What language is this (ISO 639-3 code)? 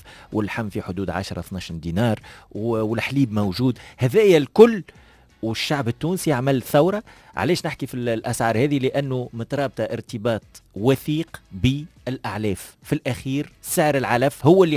aeb